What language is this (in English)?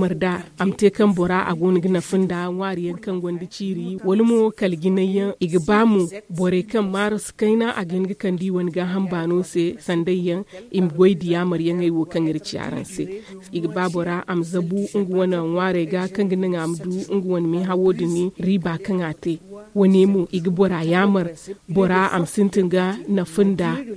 Zarma